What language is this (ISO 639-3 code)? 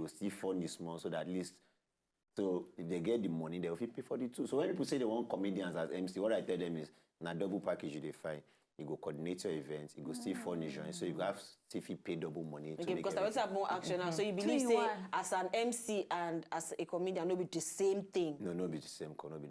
pcm